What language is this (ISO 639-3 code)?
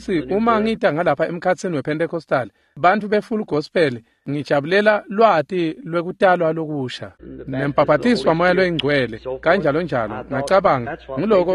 ssw